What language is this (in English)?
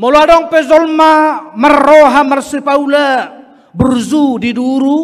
Batak Toba